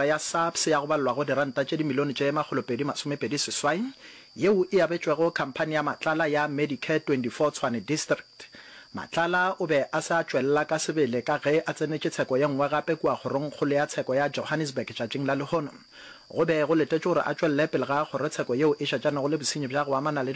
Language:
Northern Sotho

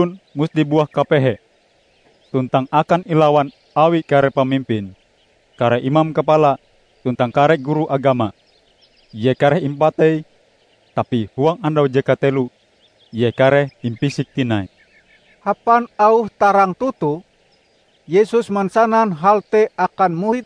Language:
Ngaju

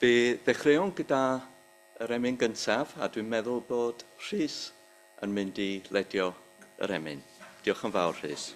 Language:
Welsh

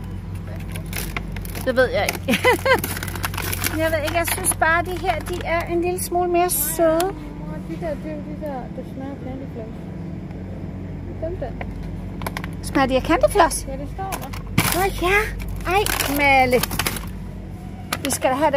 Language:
Danish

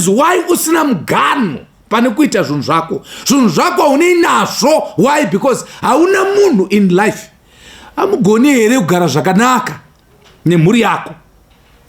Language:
Shona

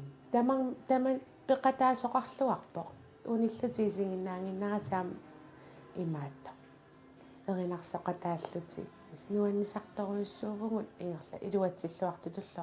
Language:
Kalaallisut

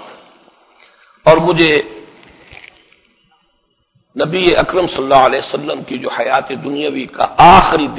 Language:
Urdu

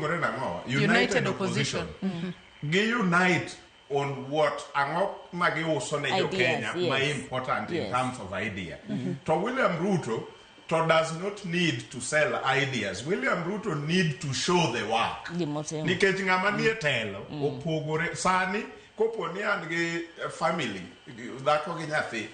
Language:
Luo (Kenya and Tanzania)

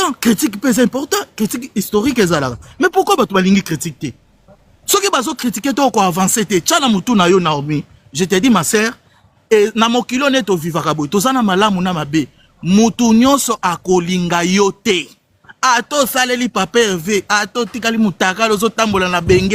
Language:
Lingala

